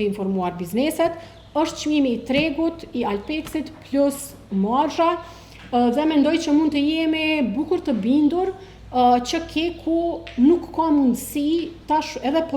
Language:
Albanian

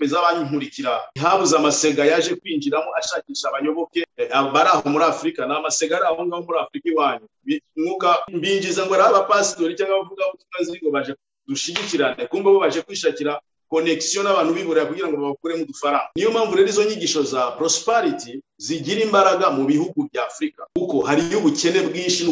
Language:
Kinyarwanda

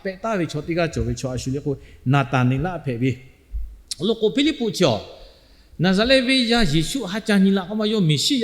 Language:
Lahu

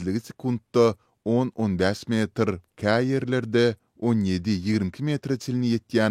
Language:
Turkmen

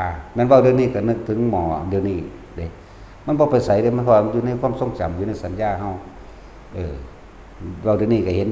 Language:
Northeastern Thai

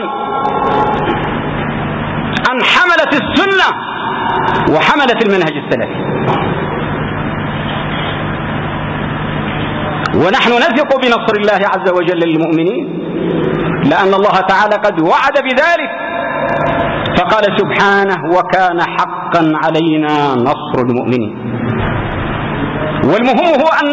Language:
Arabic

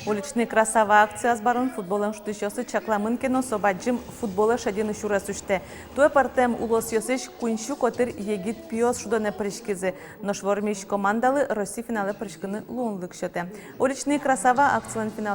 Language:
Udmurt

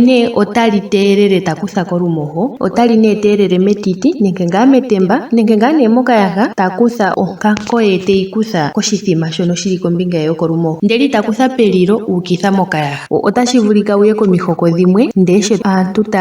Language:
Ndonga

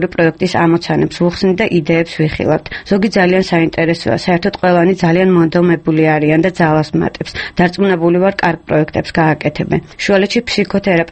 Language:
Georgian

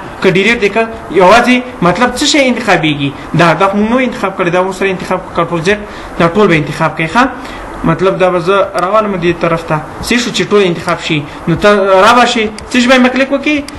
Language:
Pashto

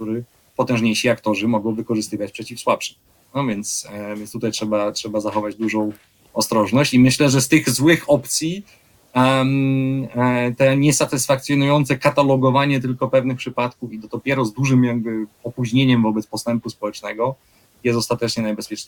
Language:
Polish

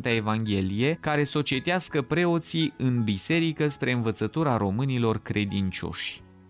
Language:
Romanian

